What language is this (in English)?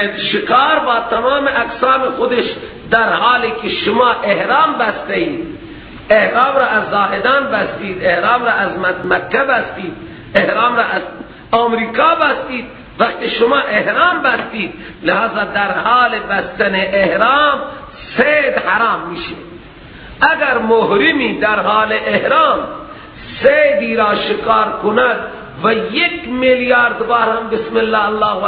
Persian